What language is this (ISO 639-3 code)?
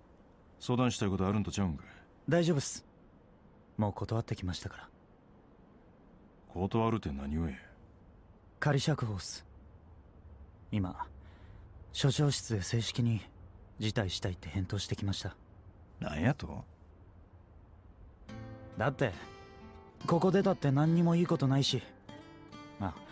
jpn